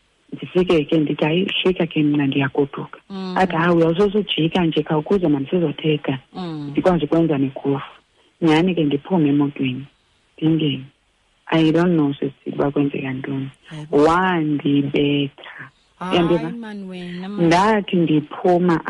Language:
Xhosa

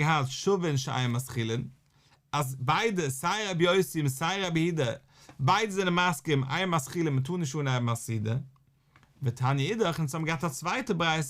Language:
Yiddish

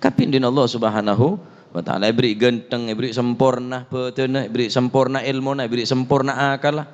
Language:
Madurese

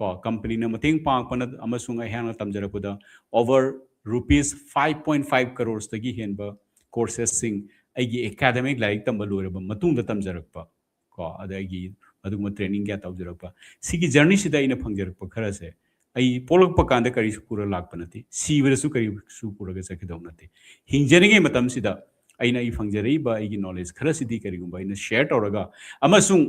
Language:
Manipuri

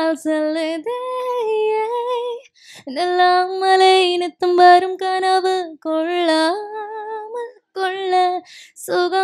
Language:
Tamil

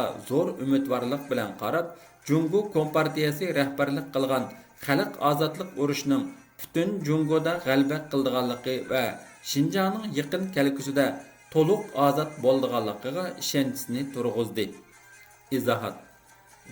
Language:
Uyghur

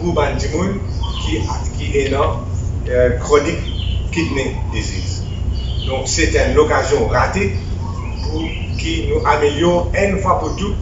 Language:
Morisyen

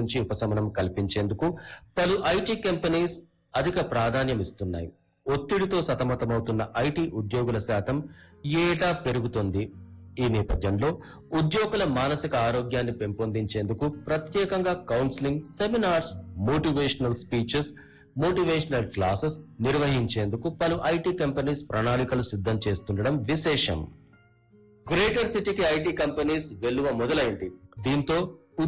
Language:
Telugu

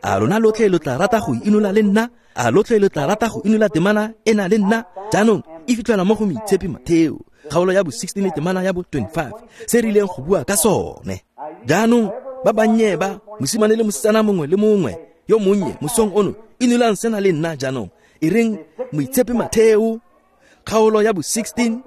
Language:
Tswana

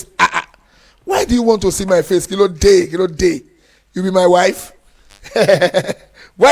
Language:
Yoruba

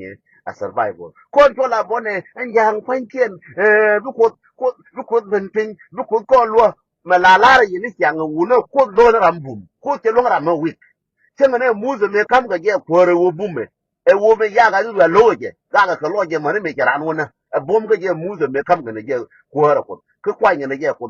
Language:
Nuer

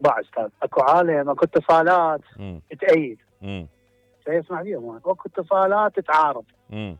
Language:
Mesopotamian Arabic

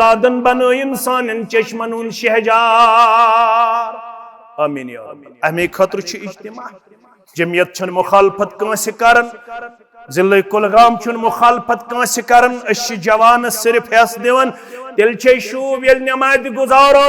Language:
Kashmiri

